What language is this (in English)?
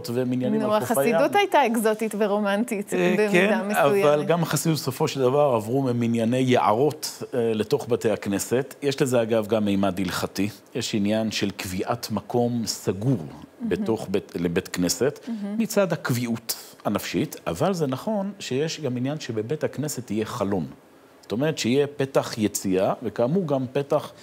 Hebrew